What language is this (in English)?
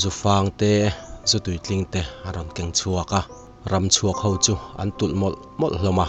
Mizo